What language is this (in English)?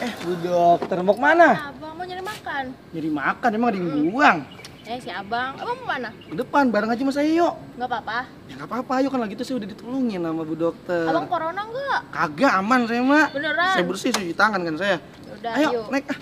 Betawi